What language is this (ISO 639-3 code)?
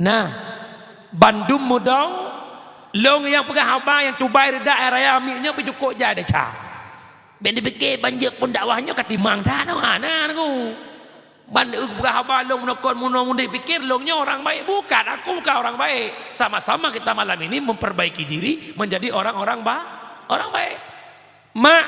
ace